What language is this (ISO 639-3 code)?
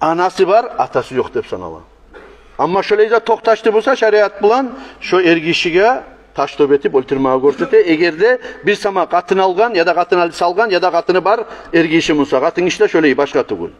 kum